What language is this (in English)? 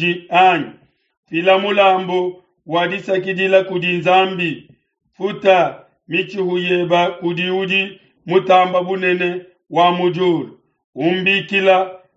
Luba-Lulua